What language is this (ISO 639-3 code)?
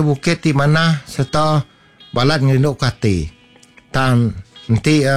iba